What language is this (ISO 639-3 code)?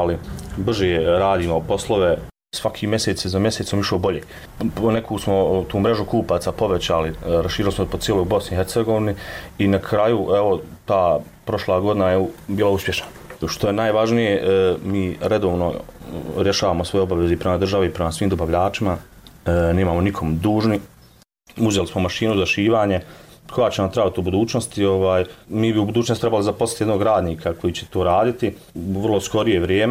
bos